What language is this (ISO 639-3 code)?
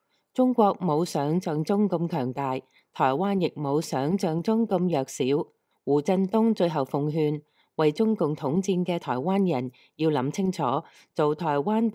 yue